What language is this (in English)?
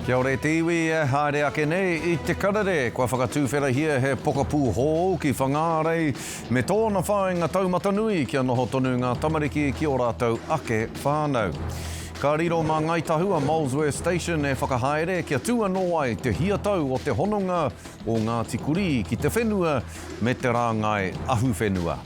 Māori